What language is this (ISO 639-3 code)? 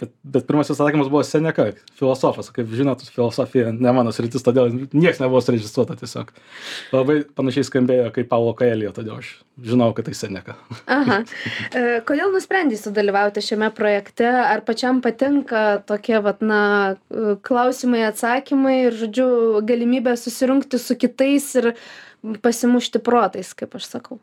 lit